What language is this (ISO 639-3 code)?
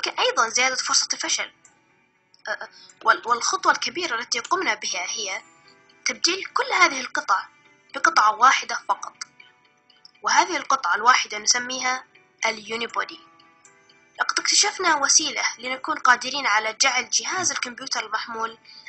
arz